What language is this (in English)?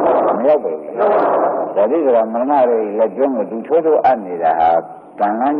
Burmese